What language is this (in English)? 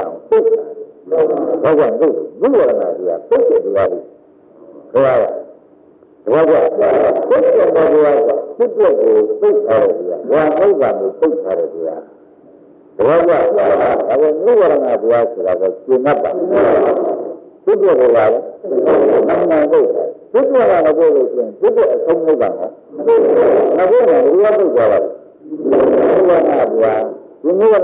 Burmese